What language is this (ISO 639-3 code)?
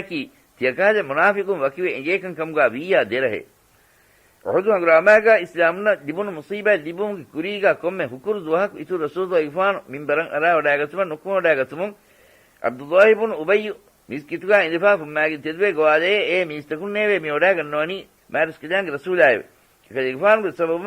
div